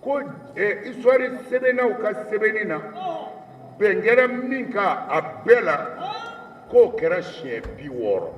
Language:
Bambara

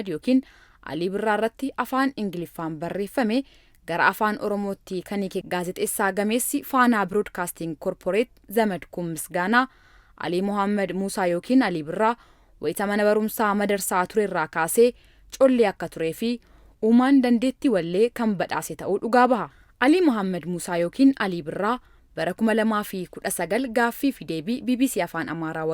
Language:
Oromo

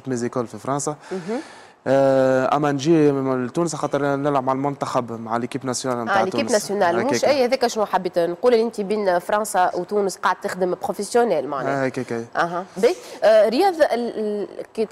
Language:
Tunisian Arabic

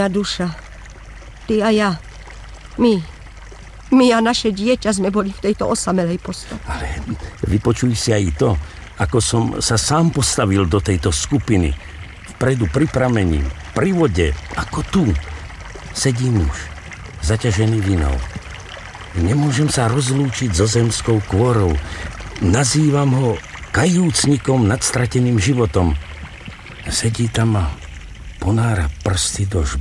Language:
Slovak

